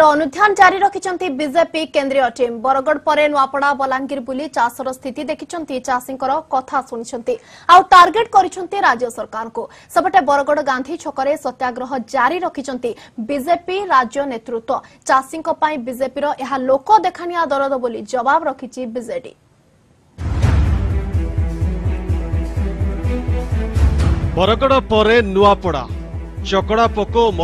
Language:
Odia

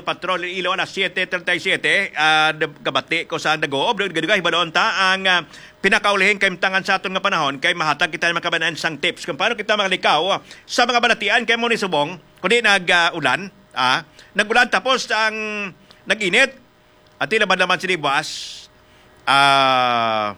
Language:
Hiligaynon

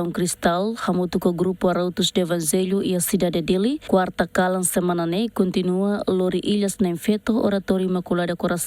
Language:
Tetum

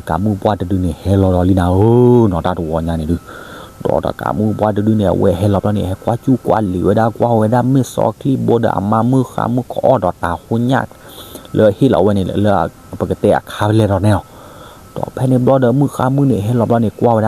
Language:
S'gaw Karen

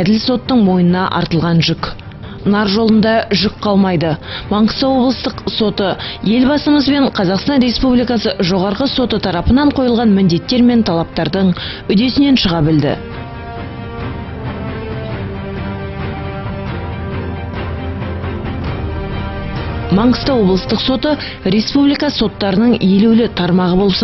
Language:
Kazakh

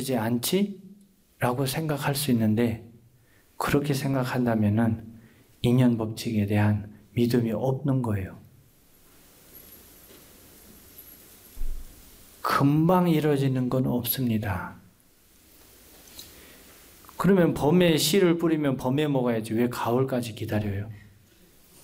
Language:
Korean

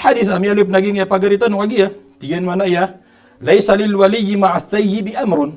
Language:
Maranao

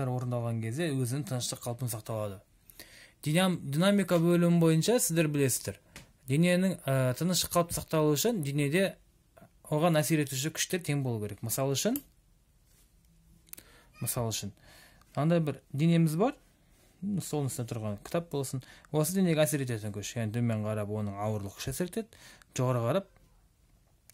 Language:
Kazakh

